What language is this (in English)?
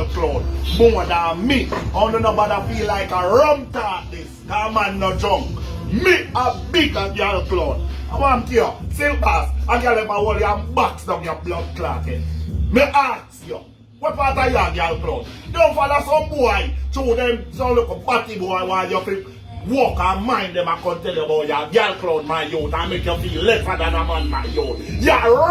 Jamaican Creole English